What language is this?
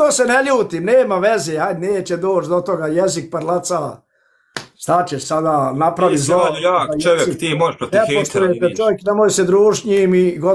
Bosnian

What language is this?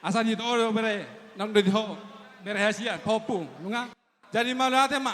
Batak Toba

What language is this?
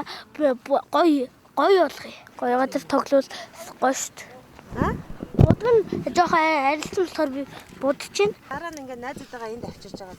Mongolian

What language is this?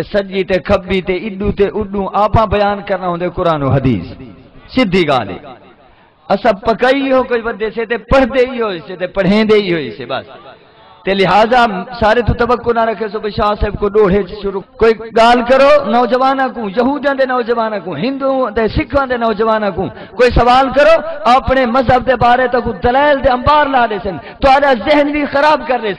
Saraiki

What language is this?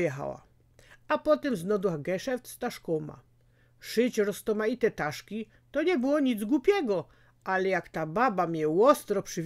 Silesian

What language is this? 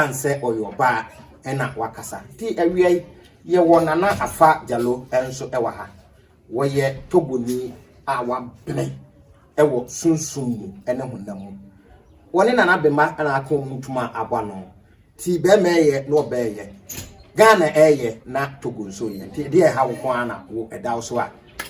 Akan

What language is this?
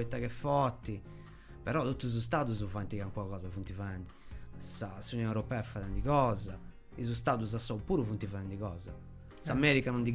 Sardinian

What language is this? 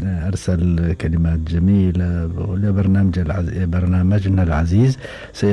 Gulf Arabic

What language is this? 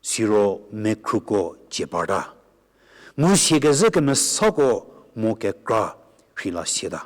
Angami Naga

